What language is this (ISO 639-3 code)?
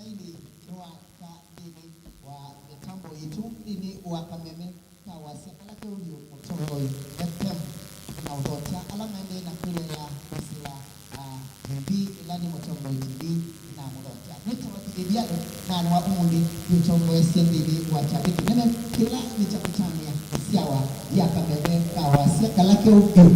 kam